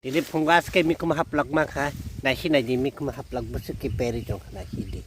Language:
Kok Borok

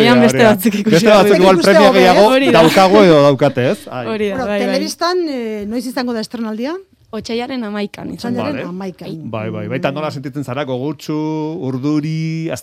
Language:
Basque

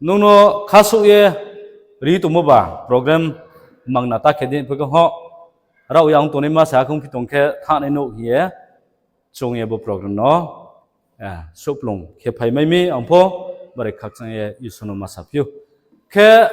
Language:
Riang (India)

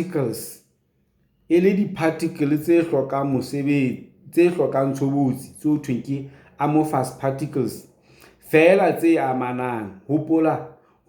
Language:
Southern Sotho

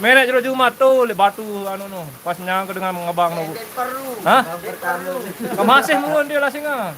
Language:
Sasak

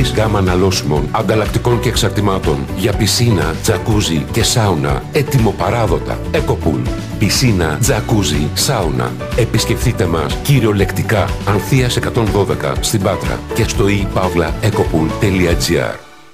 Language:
Greek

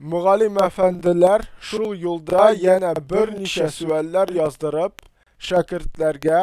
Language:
Tatar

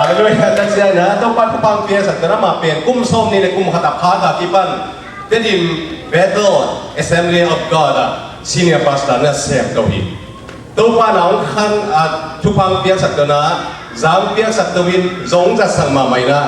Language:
Tedim Chin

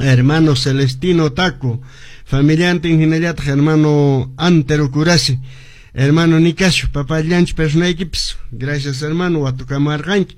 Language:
Quechua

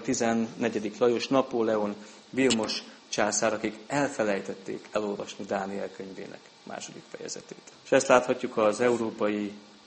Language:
Hungarian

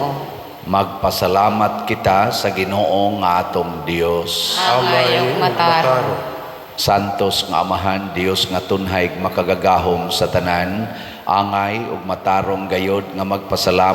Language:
Cebuano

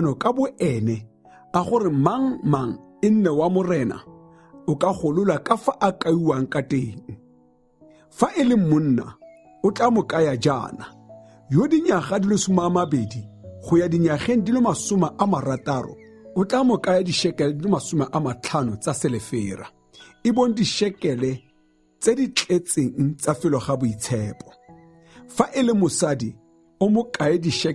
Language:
Tswana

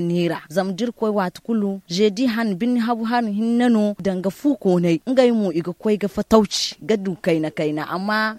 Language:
Zarma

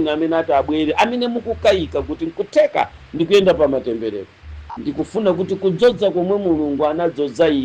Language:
Nyanja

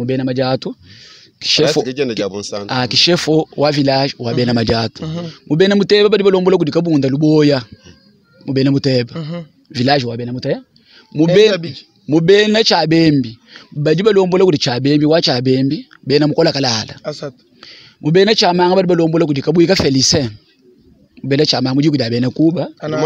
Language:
Luba-Lulua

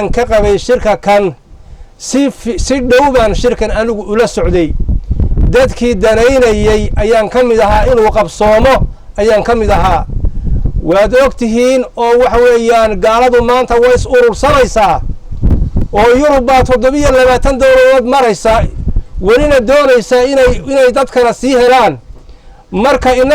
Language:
Somali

